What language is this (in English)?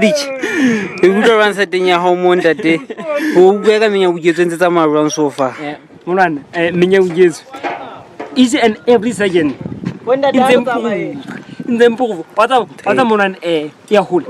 Southern Sotho